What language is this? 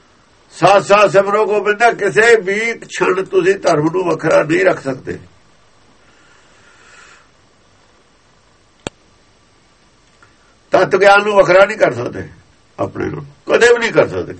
Punjabi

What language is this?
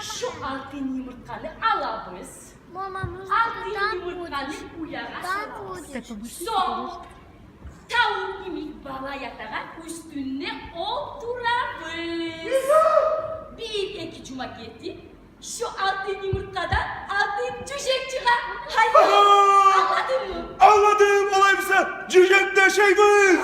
Kumyk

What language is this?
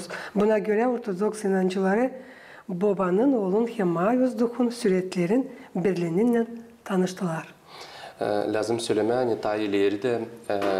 Gagauz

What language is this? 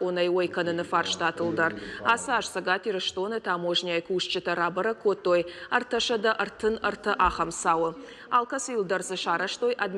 Ossetic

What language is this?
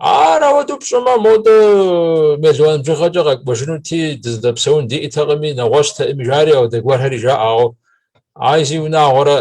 Kabardian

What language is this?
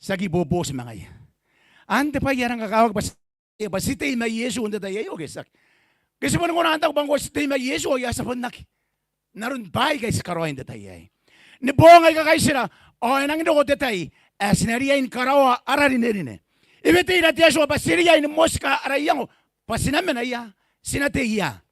Gilbertese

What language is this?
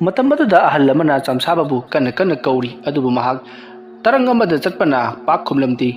Manipuri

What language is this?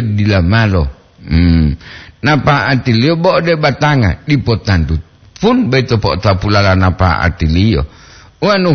Gorontalo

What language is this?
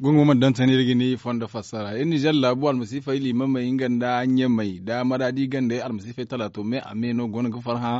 Zarma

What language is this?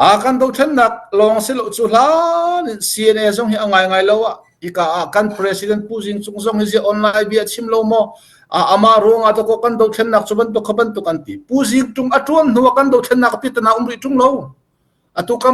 Hakha Chin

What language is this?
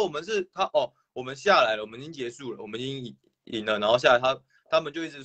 Chinese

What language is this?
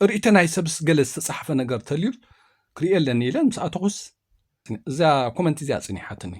Tigrinya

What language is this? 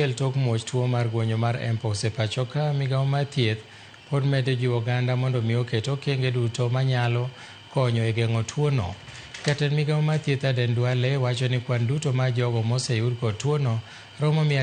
Luo (Kenya and Tanzania)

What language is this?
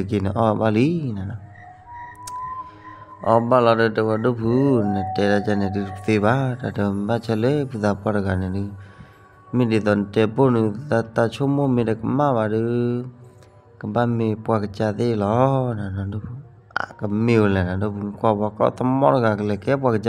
S'gaw Karen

